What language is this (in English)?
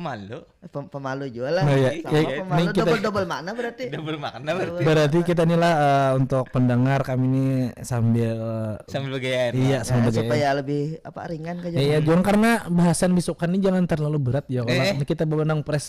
Banjar